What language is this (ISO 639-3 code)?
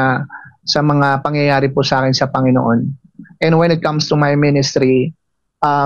fil